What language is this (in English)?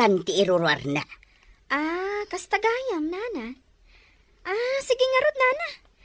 Iloko